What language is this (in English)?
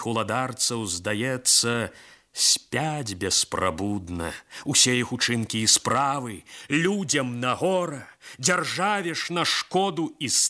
Belarusian